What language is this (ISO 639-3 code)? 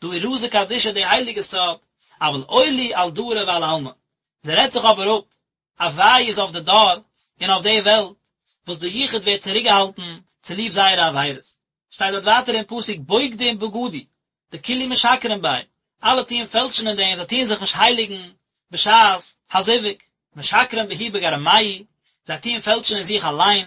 yid